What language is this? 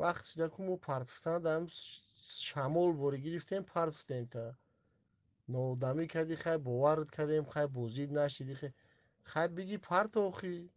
Tajik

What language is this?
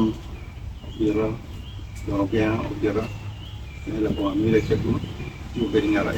Acoli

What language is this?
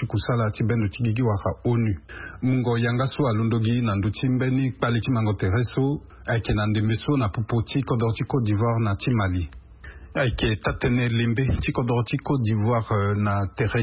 Sango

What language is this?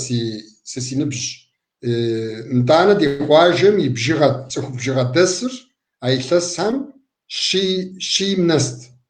Kabardian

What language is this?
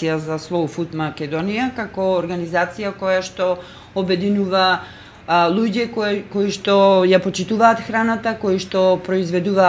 Macedonian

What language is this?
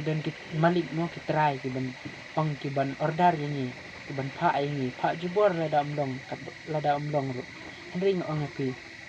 Khasi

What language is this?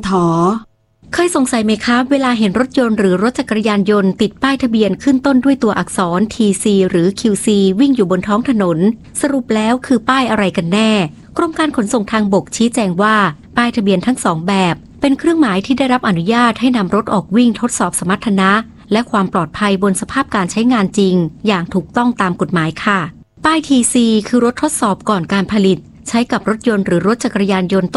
Thai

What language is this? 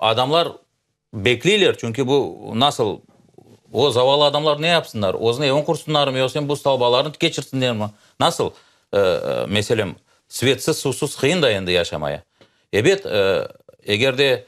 Crimean Tatar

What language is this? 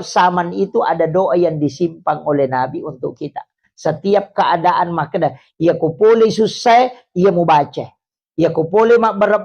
Buginese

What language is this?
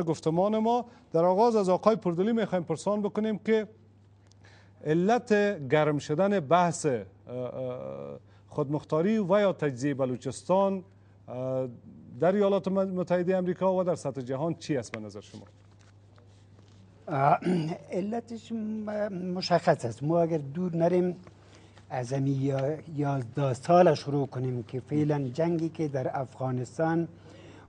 Persian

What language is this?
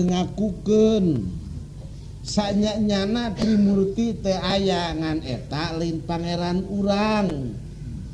Sundanese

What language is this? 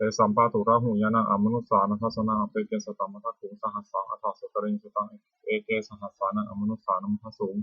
Pali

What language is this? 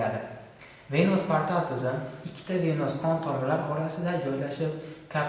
Uzbek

